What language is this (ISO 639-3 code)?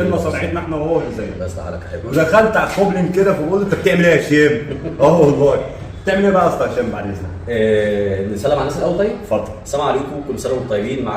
arz